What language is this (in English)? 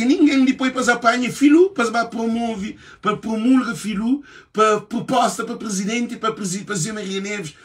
Kabuverdianu